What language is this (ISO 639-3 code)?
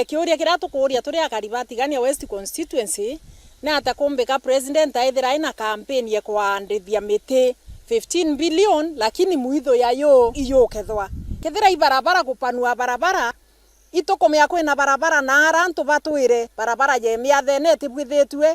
mer